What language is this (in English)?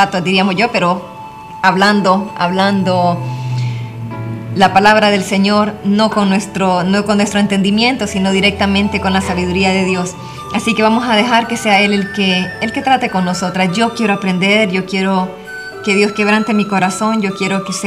Spanish